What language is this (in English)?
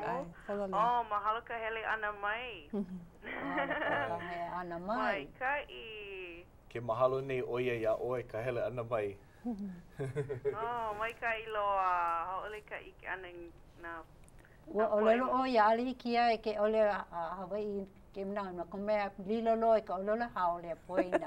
Hawaiian